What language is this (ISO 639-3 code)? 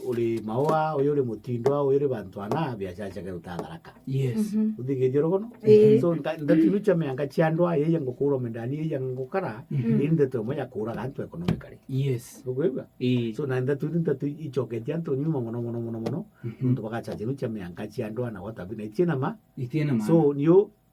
mer